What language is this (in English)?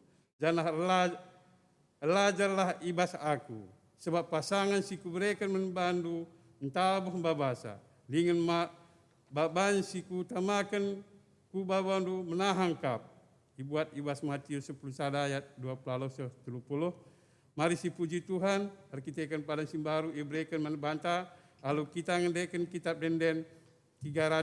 Batak Karo